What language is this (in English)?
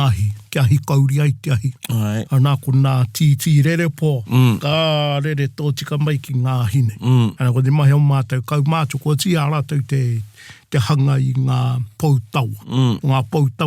Māori